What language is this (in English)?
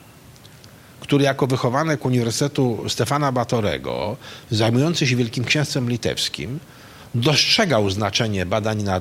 Polish